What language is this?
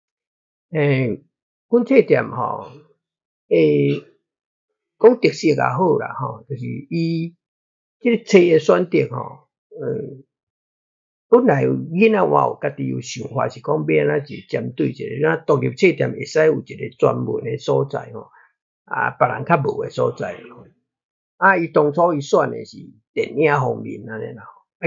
Min Nan Chinese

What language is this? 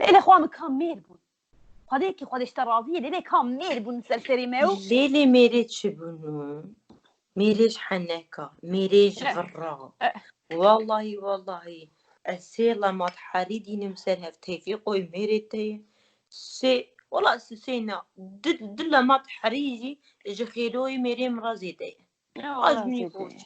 Kurdish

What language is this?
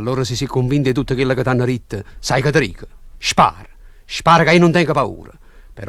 Neapolitan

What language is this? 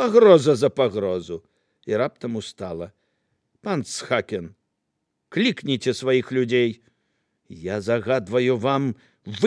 Belarusian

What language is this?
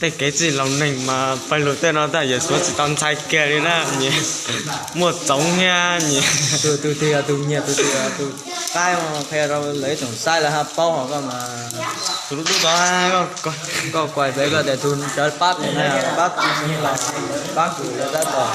Hmong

